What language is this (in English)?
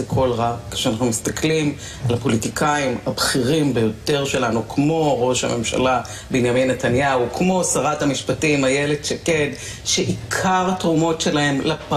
Hebrew